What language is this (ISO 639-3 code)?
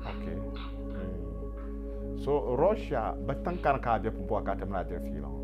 dag